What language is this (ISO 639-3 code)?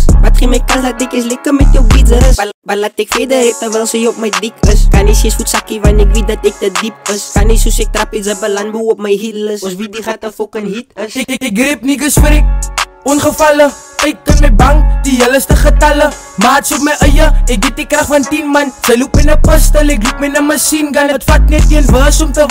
afr